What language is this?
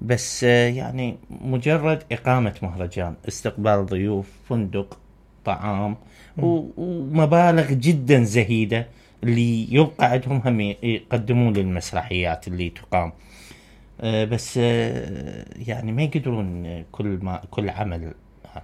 Mesopotamian Arabic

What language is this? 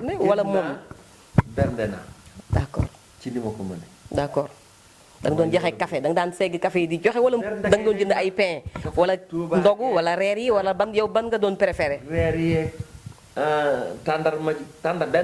Wolof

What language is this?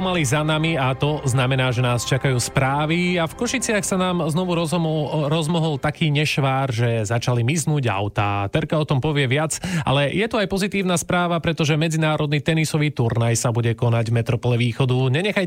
Slovak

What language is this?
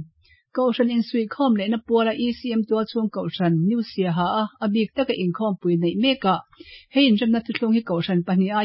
Mizo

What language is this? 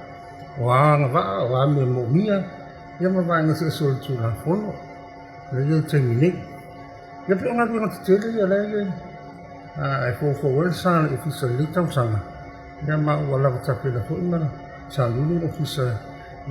Samoan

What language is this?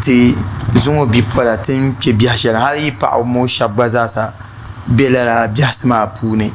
Dagbani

